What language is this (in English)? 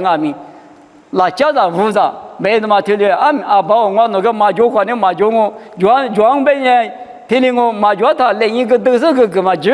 Lisu